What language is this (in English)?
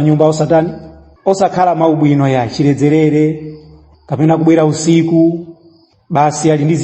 Nyanja